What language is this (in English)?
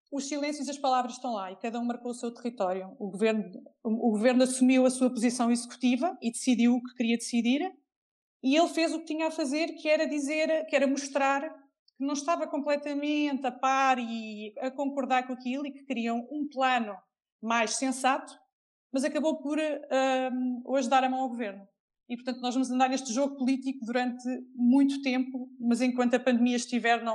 Portuguese